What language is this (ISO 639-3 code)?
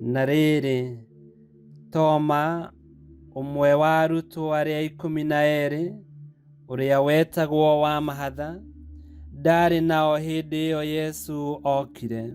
kik